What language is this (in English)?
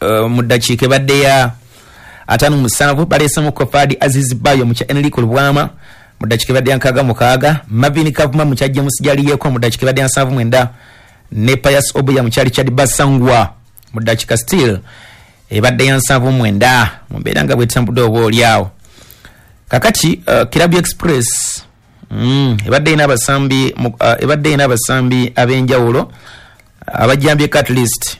Ganda